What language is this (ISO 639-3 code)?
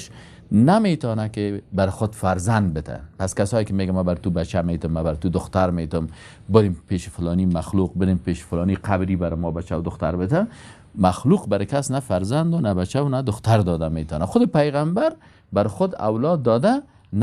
fas